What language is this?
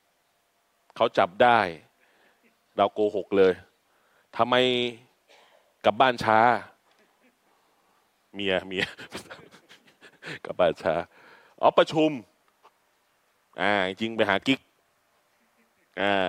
Thai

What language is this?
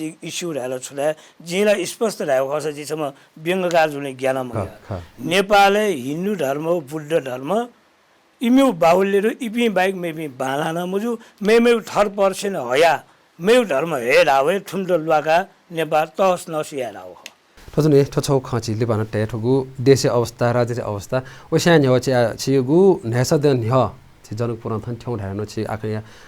Newari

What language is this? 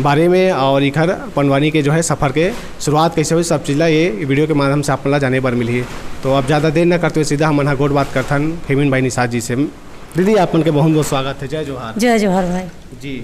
Chhattisgarhi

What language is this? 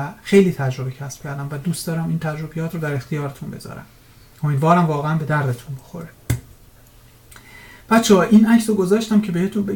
Persian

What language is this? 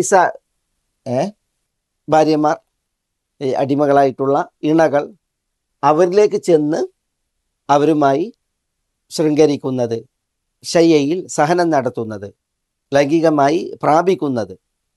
Malayalam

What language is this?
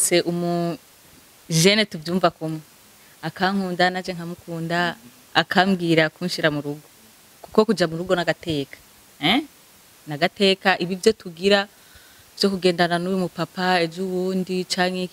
Rundi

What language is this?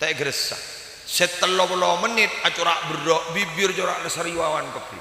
Madurese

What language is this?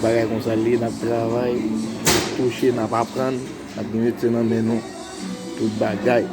Haitian Creole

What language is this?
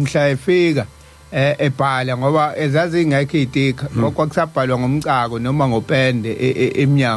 Zulu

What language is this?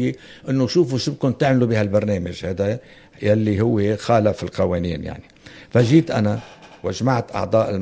North Levantine Arabic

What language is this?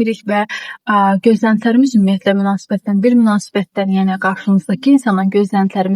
Azerbaijani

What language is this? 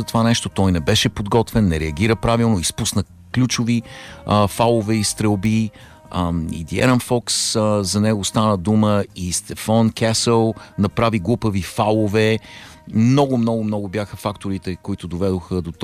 Bulgarian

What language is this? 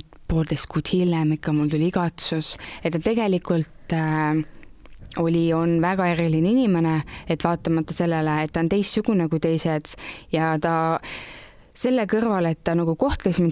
Estonian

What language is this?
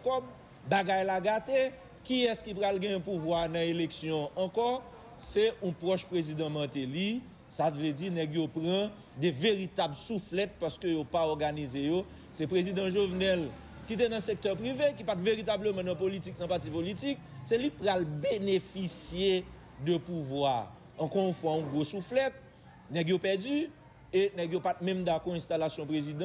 Haitian Creole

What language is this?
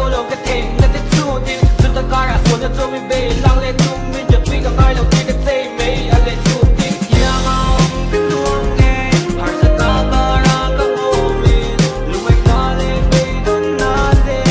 Mizo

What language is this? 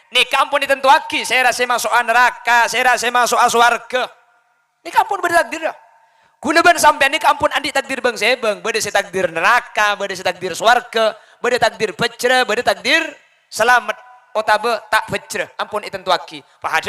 Madurese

